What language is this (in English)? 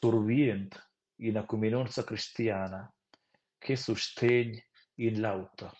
Romansh